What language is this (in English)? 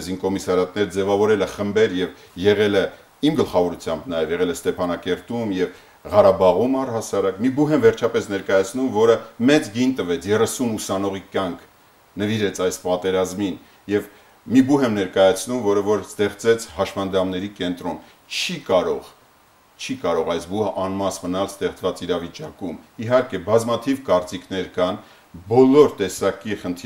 Armenian